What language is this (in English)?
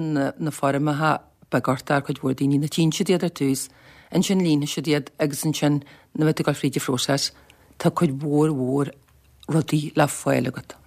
Irish